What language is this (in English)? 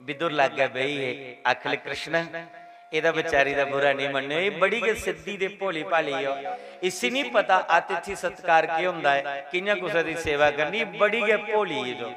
Dogri